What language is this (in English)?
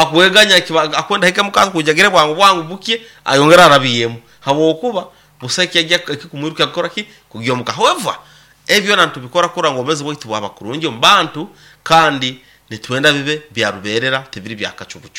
Nyoro